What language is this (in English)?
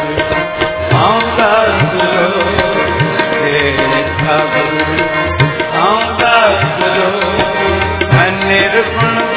Hindi